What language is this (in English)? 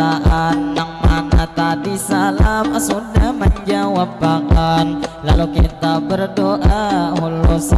Banjar